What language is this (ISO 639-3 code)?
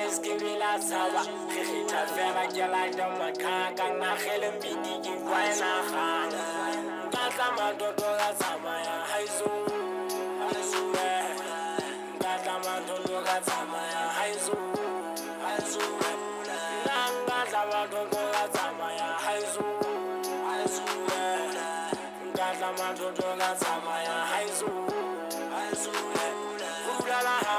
sot